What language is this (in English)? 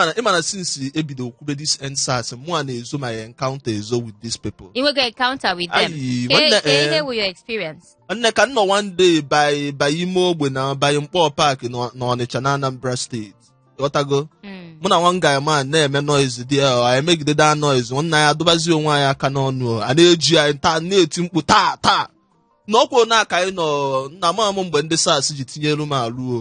Igbo